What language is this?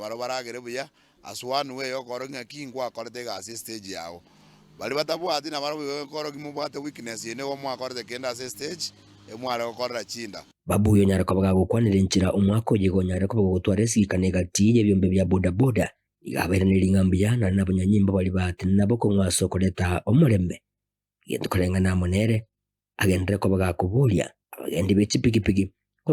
Gusii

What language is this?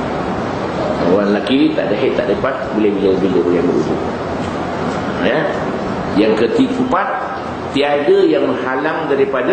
Malay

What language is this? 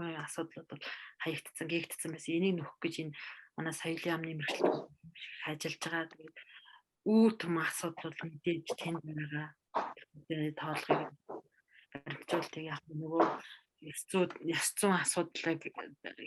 Mongolian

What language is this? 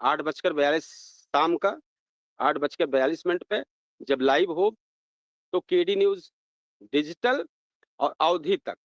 Awadhi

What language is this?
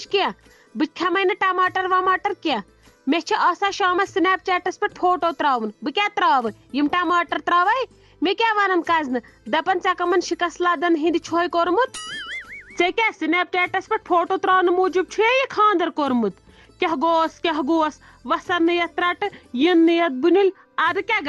Kashmiri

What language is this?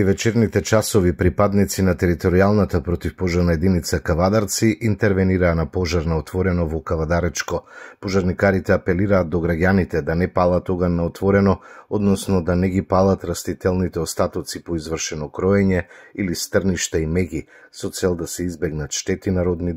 Macedonian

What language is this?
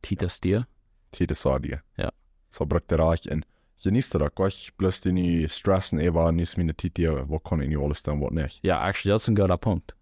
Plautdietsch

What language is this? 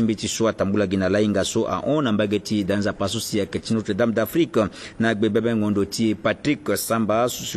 Sango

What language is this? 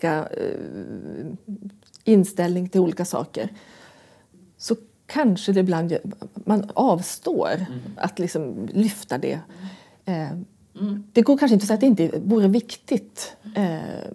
Swedish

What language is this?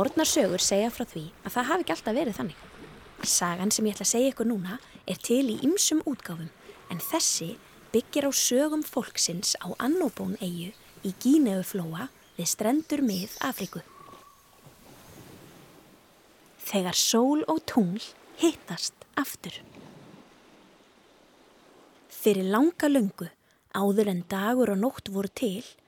Icelandic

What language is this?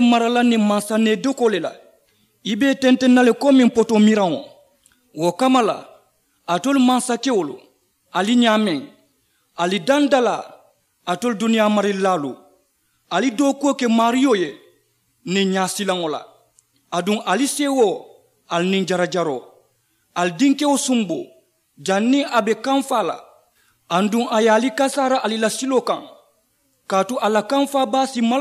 Mandingo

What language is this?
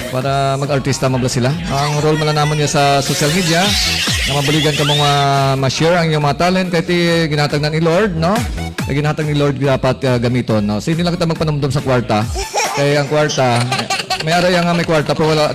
Hiligaynon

